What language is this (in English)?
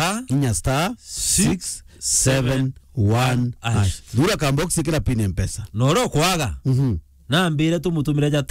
Meru